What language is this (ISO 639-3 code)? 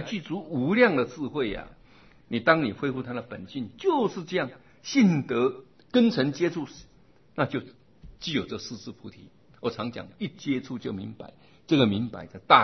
zho